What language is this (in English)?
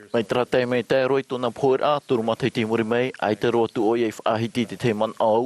Tahitian